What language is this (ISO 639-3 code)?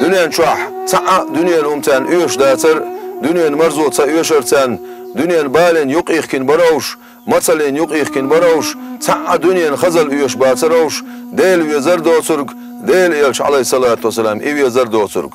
che